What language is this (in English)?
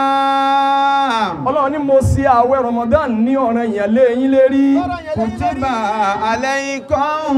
Yoruba